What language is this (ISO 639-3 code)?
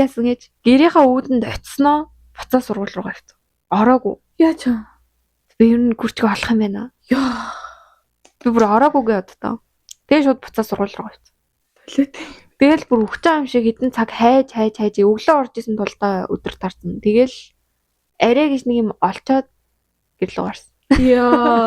mon